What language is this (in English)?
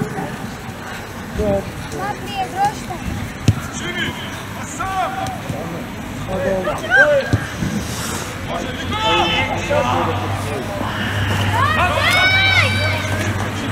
Croatian